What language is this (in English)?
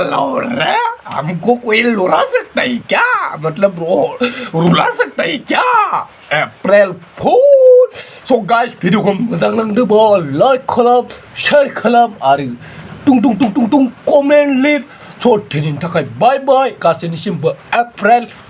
Bodo